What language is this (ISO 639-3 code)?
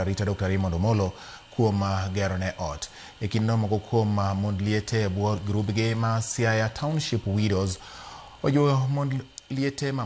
luo